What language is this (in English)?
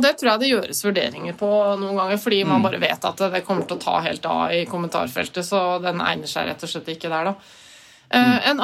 Norwegian